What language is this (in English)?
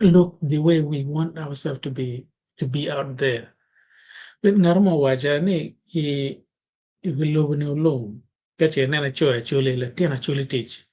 Acoli